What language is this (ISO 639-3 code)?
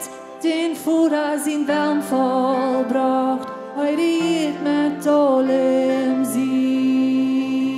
pdt